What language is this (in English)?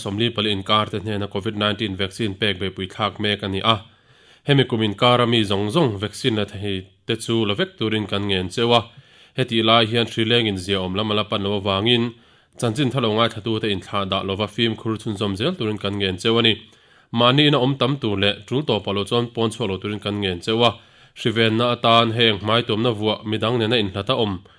Mizo